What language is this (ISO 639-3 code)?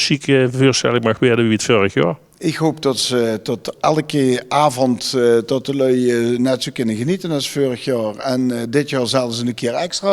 lim